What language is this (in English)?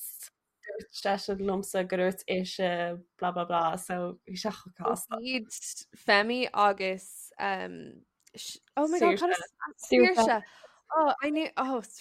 Irish